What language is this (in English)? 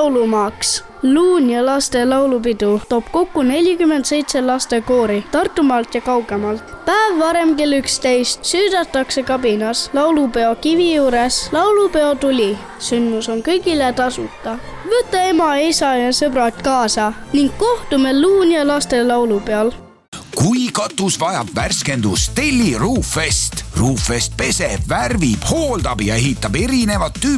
Estonian